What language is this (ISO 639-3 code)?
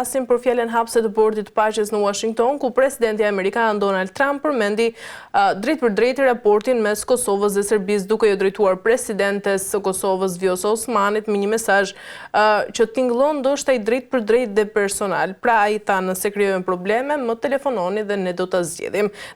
sqi